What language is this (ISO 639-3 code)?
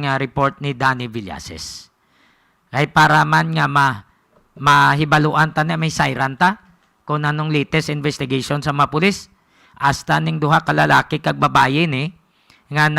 hil